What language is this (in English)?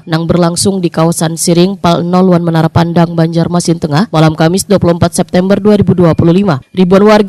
Banjar